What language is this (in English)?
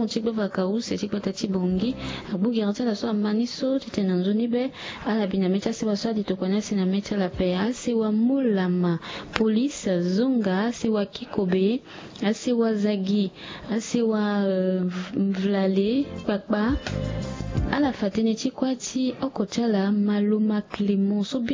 Sango